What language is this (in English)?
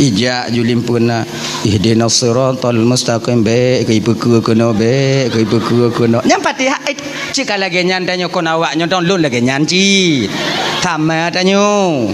Achinese